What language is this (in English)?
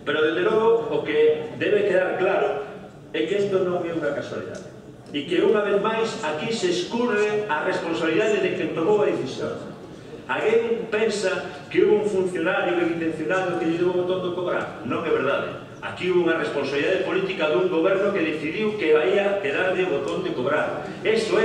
Galician